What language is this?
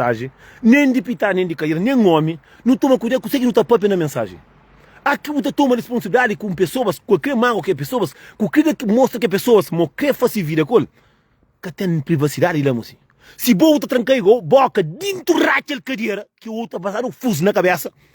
Kabuverdianu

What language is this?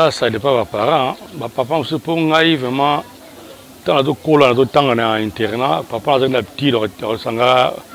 Lingala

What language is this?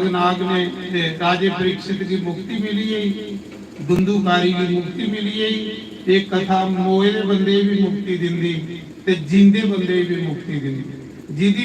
Dogri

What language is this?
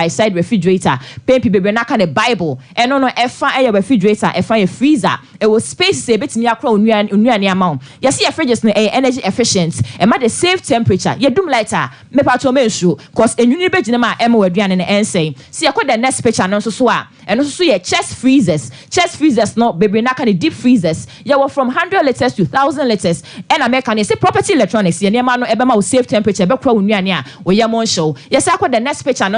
Akan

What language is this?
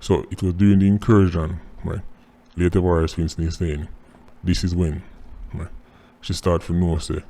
Jamaican Creole English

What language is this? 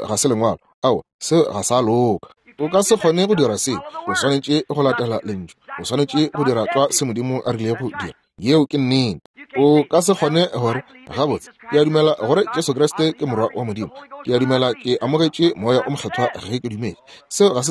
Northern Sotho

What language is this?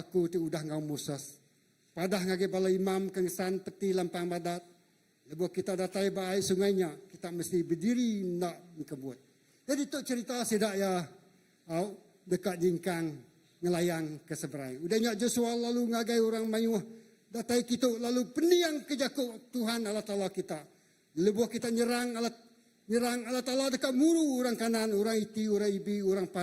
Iban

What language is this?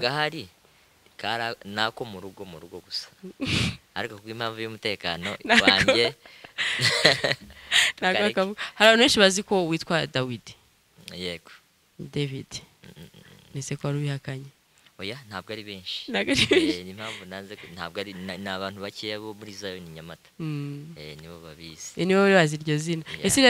Kinyarwanda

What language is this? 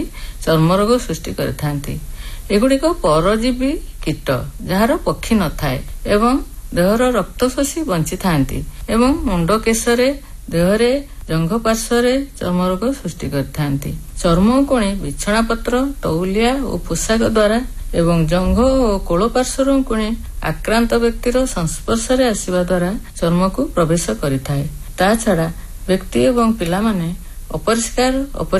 Odia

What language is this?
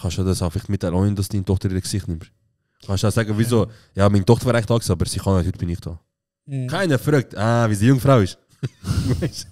Swiss German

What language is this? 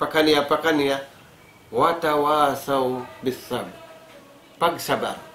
Tausug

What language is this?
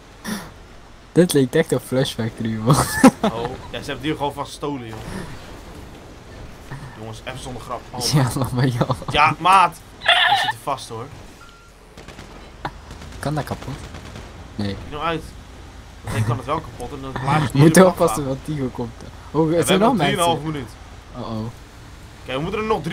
Dutch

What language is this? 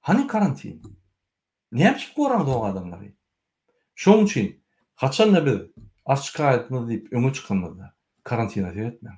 Turkmen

